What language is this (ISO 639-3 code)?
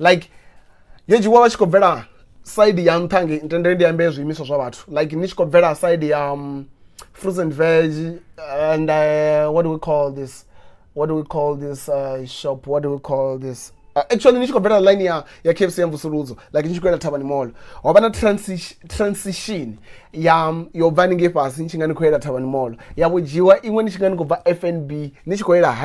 ven